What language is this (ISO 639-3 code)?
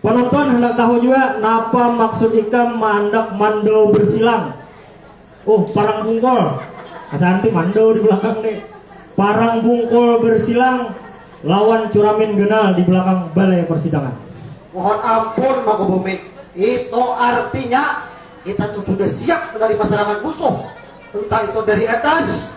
bjn